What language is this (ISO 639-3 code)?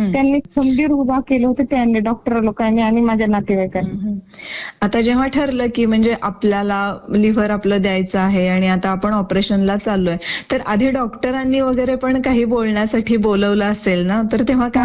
mar